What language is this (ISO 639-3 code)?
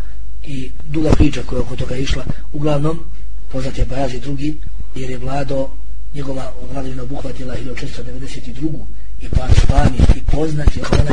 bos